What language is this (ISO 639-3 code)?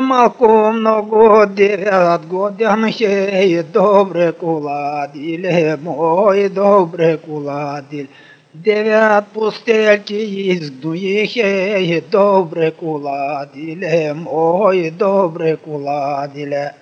srp